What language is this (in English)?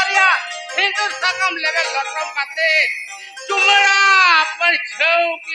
Santali